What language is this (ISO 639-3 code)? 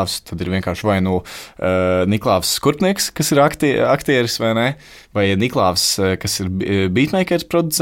lav